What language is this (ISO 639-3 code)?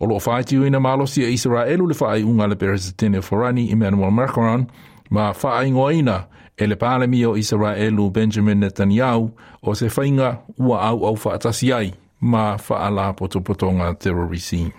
smo